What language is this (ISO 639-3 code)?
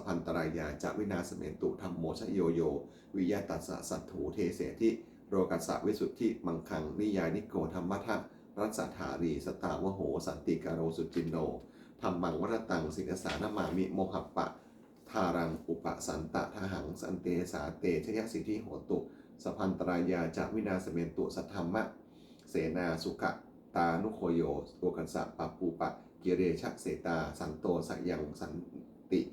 pli